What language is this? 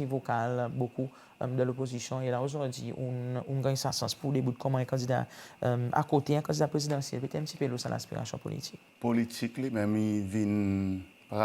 Seselwa Creole French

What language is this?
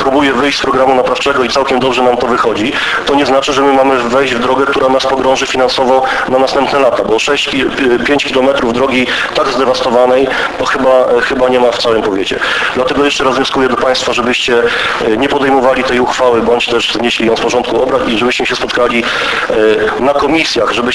Polish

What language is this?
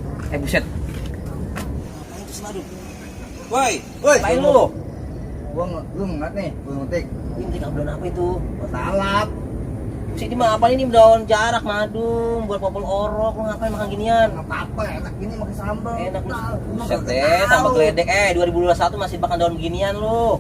Betawi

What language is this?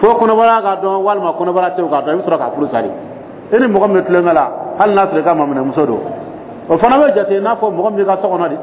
Dyula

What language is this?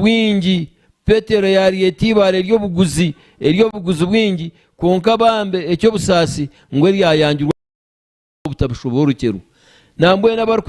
Nyankole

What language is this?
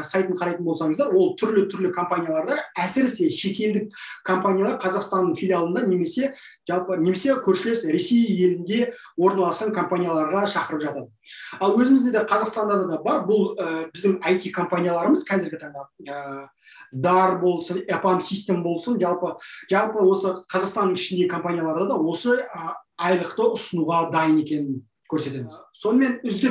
Kazakh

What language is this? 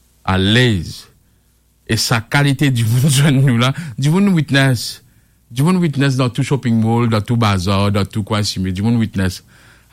Morisyen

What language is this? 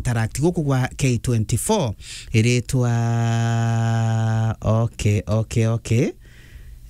Meru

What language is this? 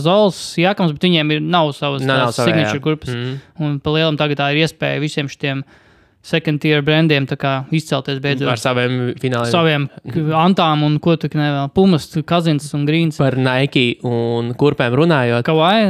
Latvian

